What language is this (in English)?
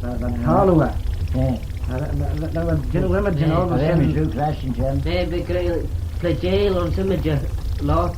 Manx